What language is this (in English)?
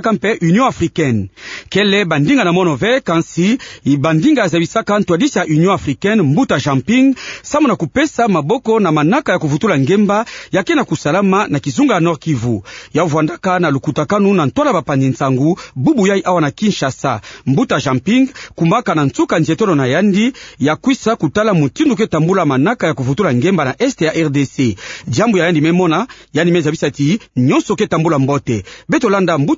Kituba (Democratic Republic of Congo)